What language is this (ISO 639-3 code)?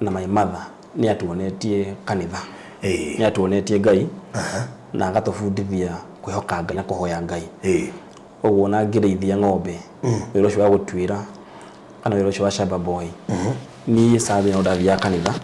kik